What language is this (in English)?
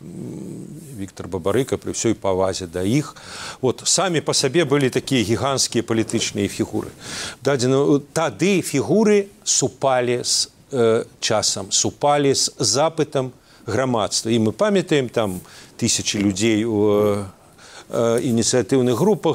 Belarusian